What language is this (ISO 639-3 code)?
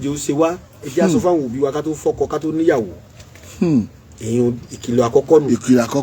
yor